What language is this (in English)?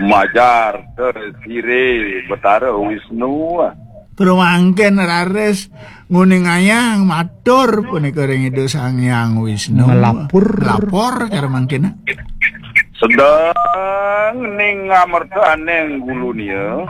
Balinese